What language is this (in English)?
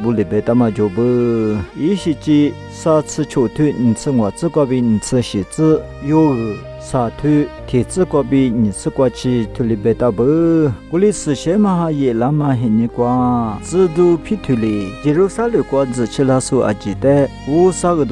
Lisu